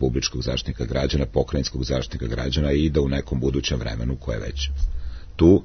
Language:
Serbian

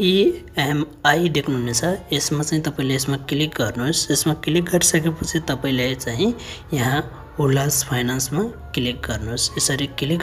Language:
Nepali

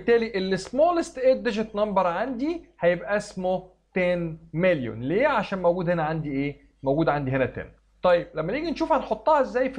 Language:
Egyptian Arabic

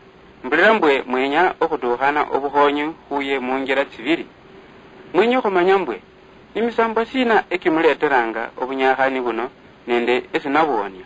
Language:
Luyia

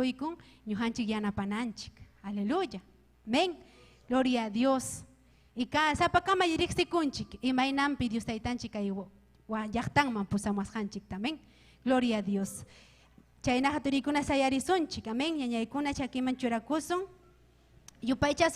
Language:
Ayacucho Quechua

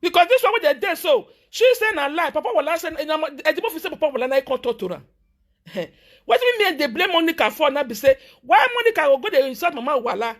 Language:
Nigerian Pidgin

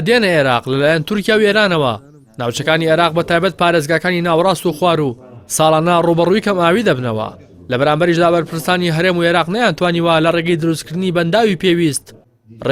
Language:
Central Kurdish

